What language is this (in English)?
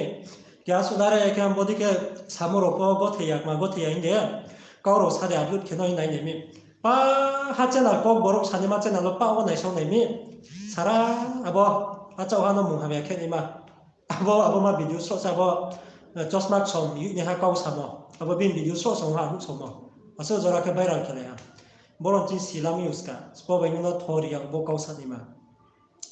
Riang (India)